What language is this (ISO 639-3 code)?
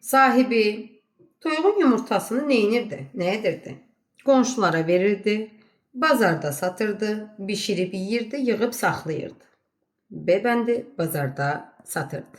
aze